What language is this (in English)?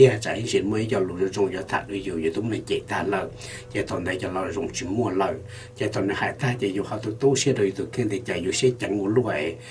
Hmong